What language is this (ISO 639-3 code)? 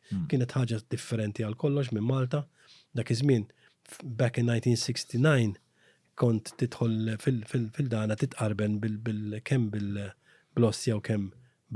mlt